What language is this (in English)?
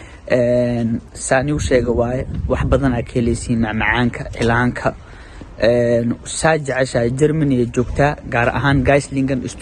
Somali